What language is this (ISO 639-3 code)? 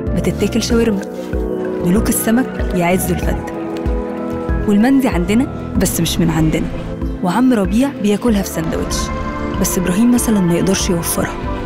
arz